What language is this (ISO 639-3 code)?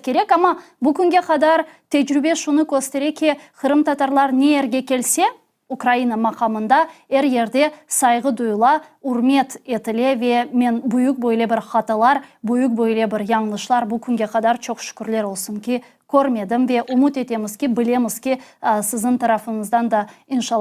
crh